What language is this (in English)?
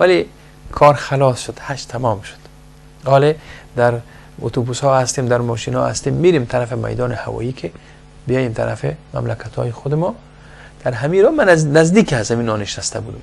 Persian